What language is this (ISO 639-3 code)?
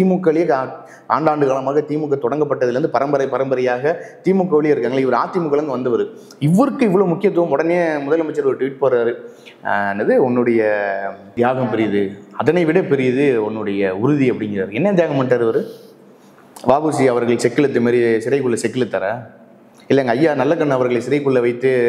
tam